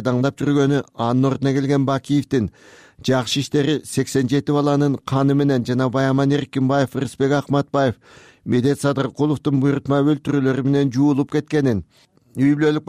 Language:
Kyrgyz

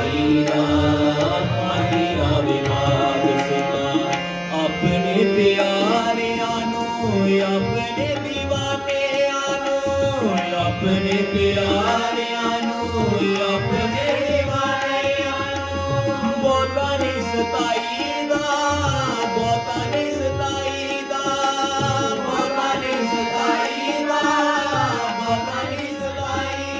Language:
Punjabi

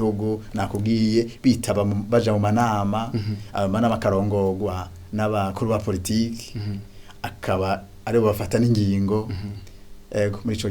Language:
Rundi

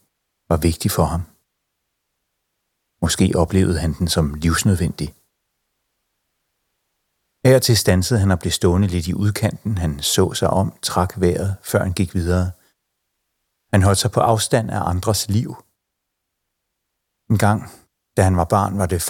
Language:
Danish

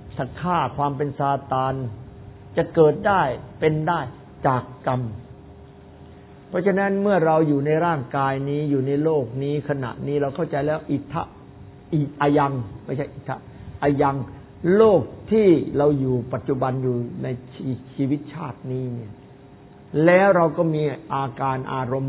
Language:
Thai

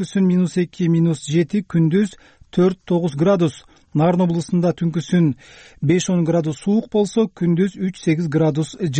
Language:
Kyrgyz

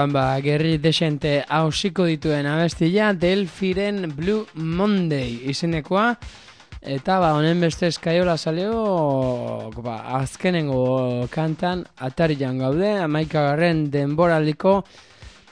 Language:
Basque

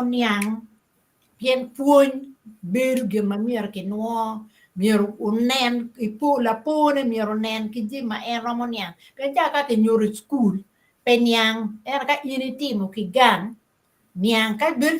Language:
Acoli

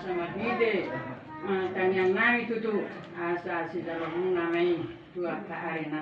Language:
Batak Toba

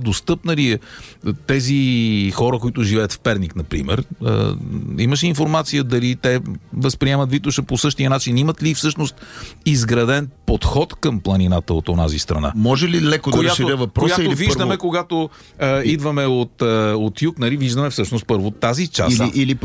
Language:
Bulgarian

